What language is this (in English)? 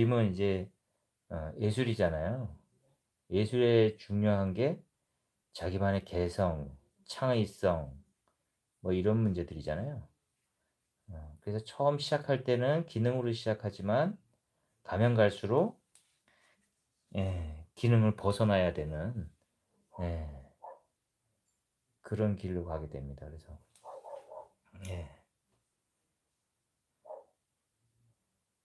Korean